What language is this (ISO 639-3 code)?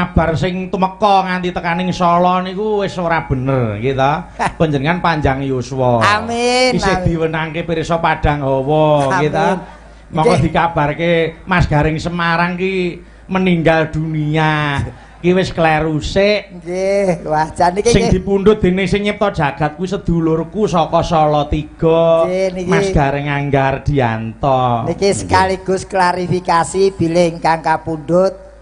jav